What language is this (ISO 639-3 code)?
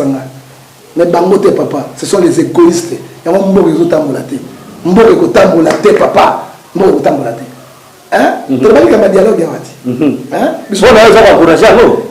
lin